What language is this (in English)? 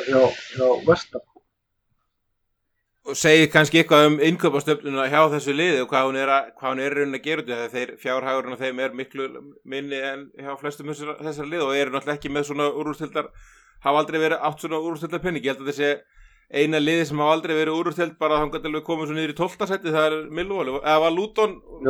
Icelandic